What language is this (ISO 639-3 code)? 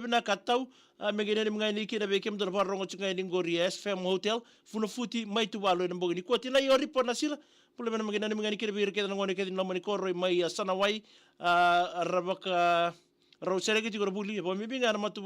fij